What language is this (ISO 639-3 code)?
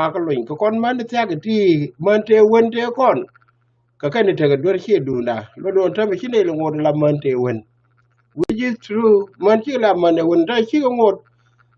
nus